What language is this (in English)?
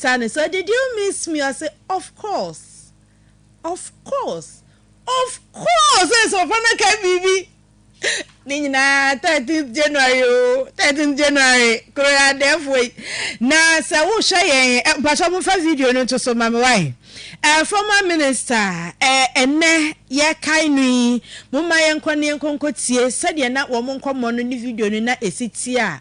Akan